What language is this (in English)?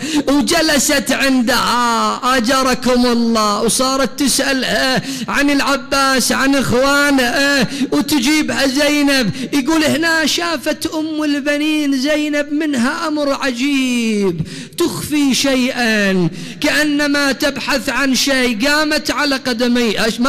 Mesopotamian Arabic